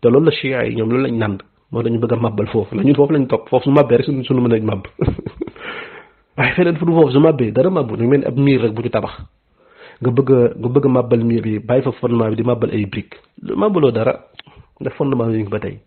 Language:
Wolof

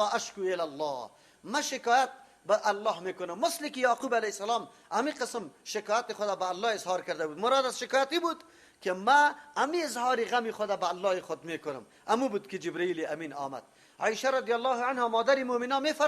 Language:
Persian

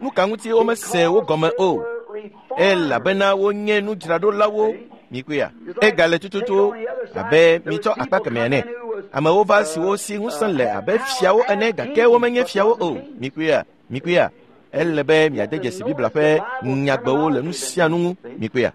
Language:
Ewe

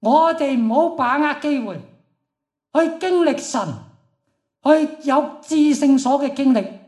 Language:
Cantonese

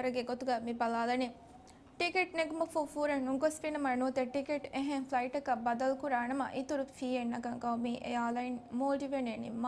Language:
Divehi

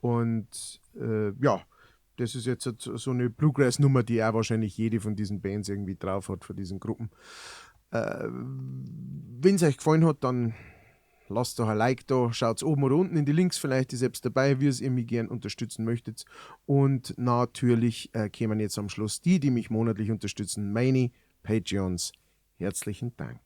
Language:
Bavarian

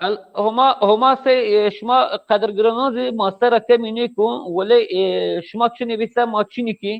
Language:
Zaza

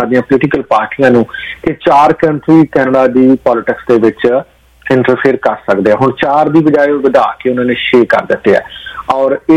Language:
Punjabi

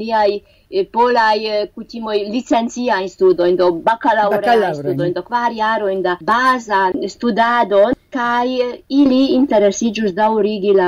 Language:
Esperanto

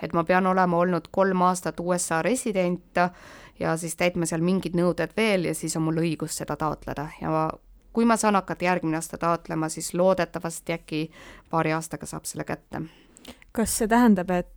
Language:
Estonian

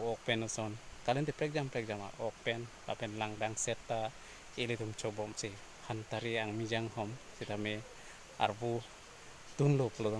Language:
Karbi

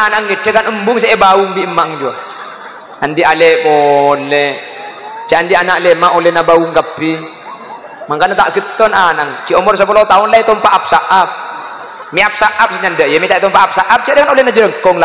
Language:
Madurese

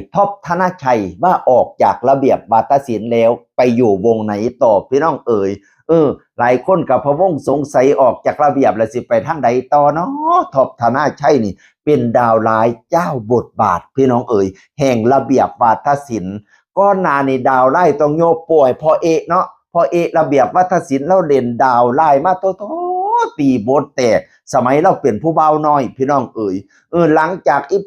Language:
Northeastern Thai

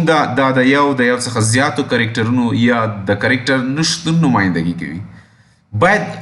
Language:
Pashto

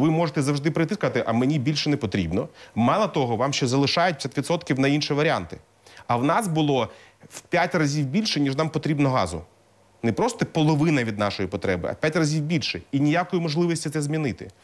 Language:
Ukrainian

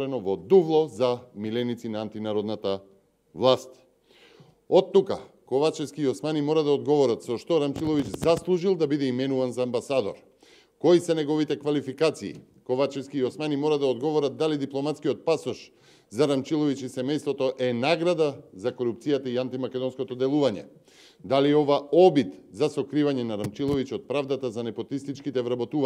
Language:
Macedonian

